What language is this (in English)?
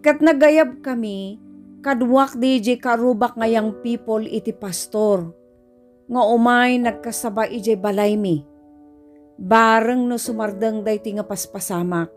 Iloko